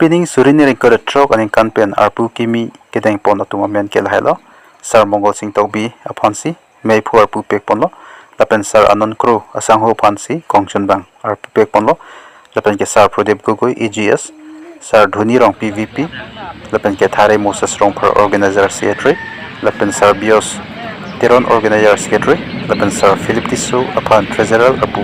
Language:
Karbi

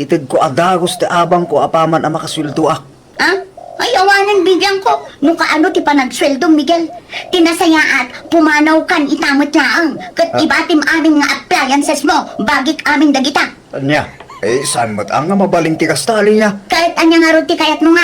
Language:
Iloko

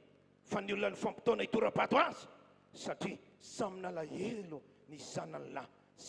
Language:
Malagasy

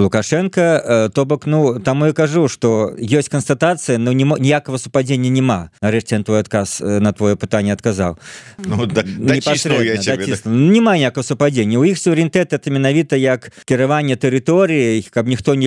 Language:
Belarusian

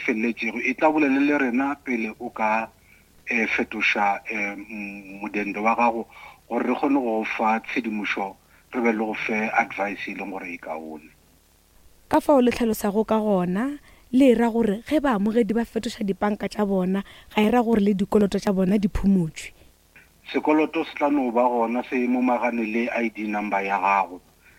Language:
Northern Sotho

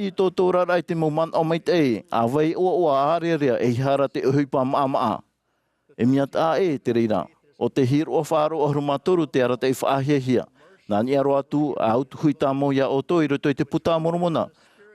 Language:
Tahitian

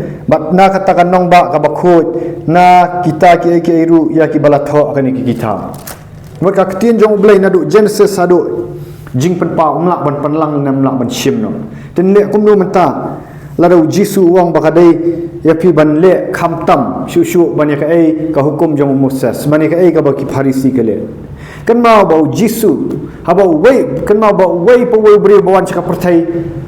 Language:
Khasi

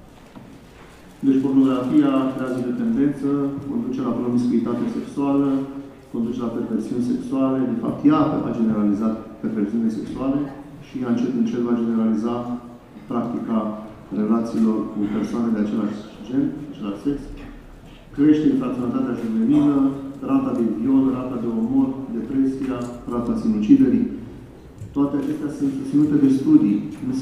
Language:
Romanian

